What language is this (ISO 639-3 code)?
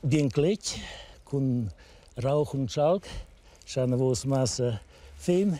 roh